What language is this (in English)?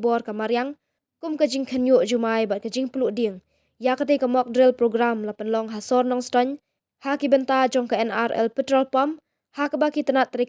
Khasi